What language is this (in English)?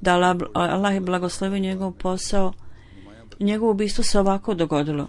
Bosnian